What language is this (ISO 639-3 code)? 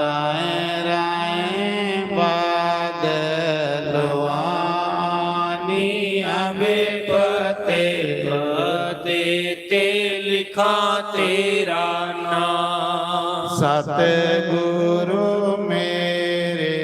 doi